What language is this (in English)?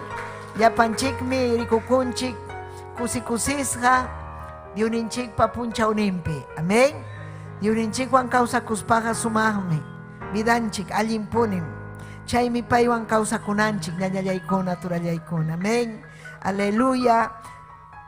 Ayacucho Quechua